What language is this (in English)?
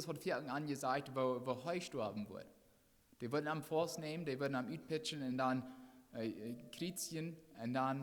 Plautdietsch